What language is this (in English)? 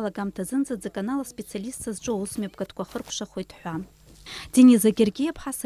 Abkhazian